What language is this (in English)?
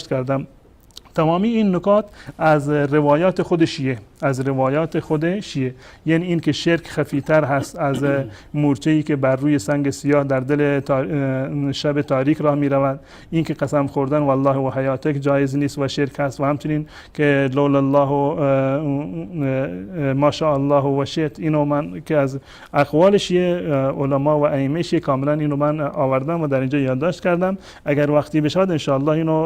Persian